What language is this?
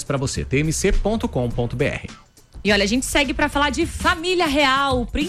Portuguese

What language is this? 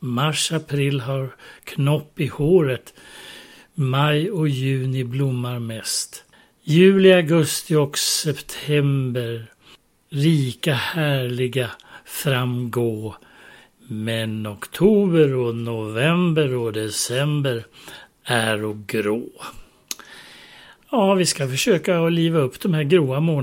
Swedish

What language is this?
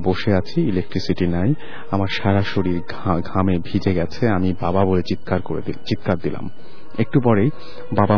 Bangla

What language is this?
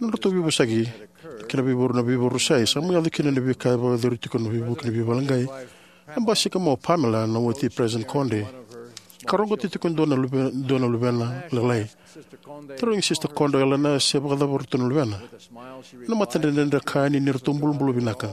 Fijian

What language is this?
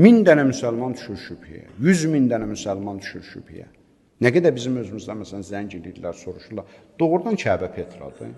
Azerbaijani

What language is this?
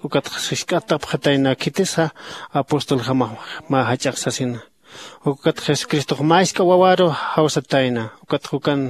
Aymara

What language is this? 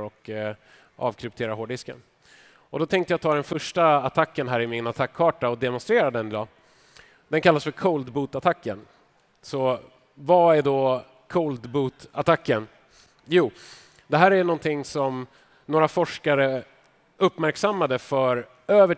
Swedish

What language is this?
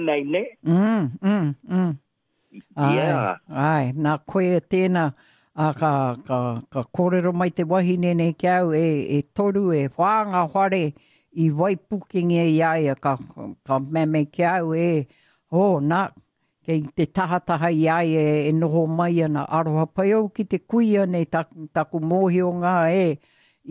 Māori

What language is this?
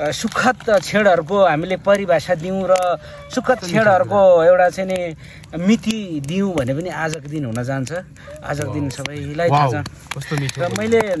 Nepali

